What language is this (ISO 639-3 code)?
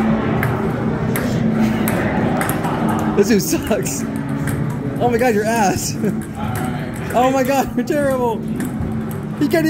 eng